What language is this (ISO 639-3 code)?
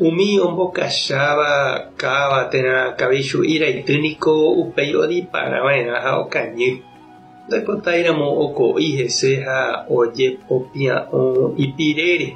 grn